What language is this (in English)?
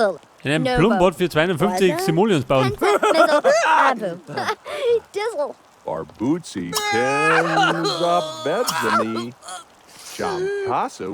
Bavarian